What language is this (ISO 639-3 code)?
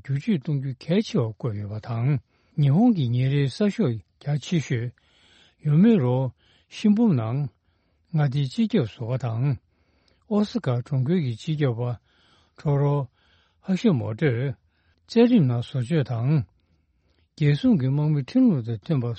bod